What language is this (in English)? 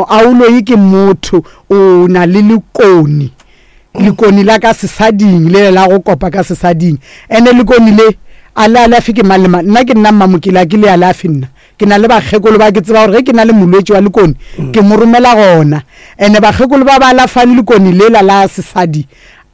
Northern Sotho